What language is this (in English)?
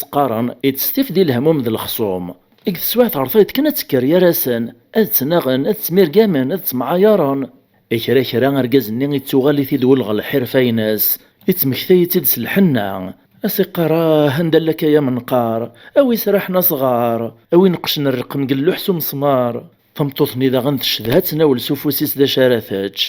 Kabyle